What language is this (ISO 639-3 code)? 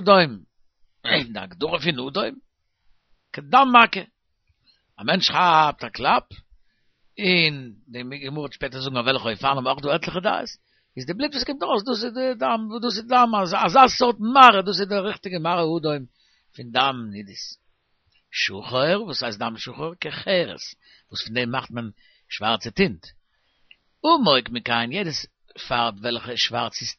yid